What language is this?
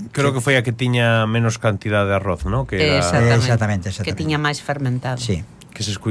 Galician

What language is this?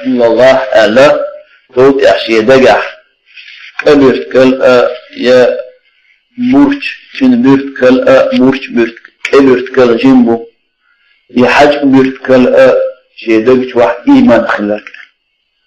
Chechen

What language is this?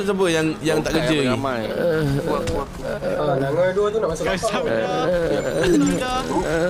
Malay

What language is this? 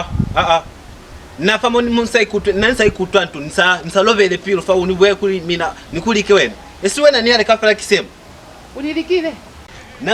Lozi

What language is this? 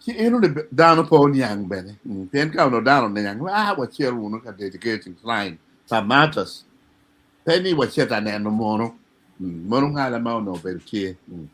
Acoli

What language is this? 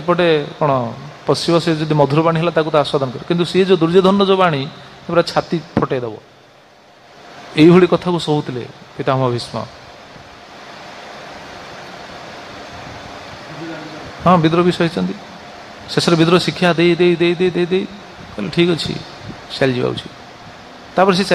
Odia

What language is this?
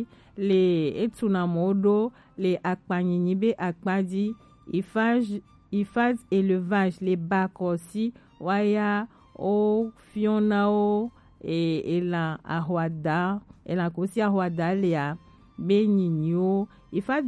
Gen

